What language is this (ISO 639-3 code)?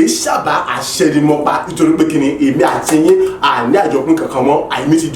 yor